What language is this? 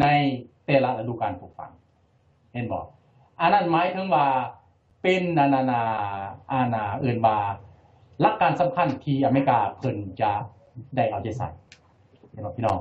Lao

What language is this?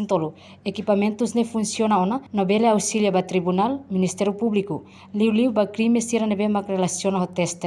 Tetum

